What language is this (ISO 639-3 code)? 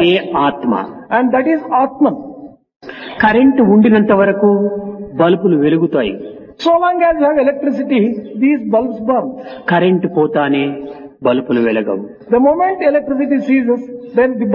tel